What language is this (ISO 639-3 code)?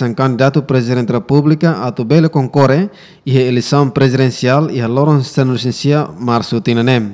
tet